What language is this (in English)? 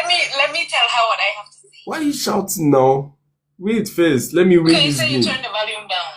Nigerian Pidgin